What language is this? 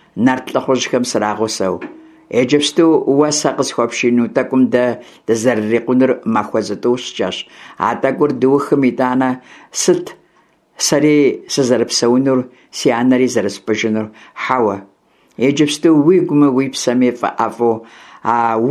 Kabardian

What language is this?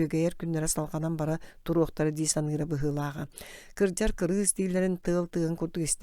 Yakut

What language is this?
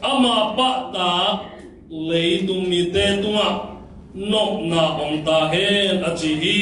Tedim Chin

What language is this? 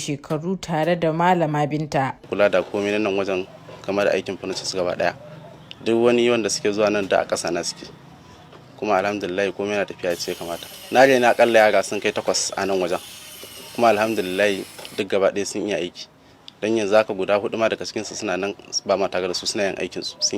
Hausa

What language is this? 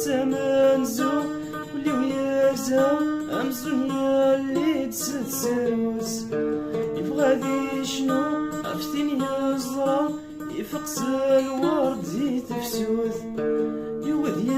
Kabyle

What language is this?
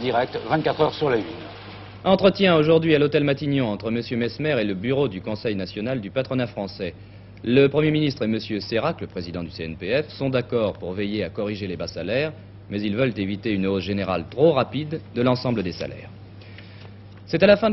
French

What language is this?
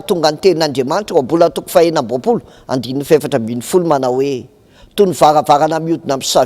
Malagasy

